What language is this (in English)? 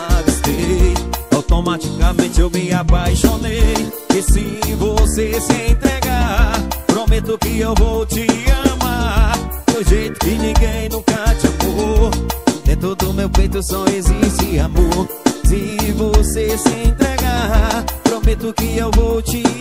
Portuguese